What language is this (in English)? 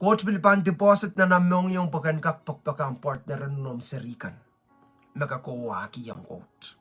Pohnpeian